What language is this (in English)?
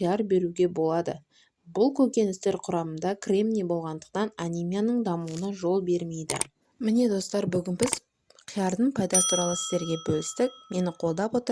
Kazakh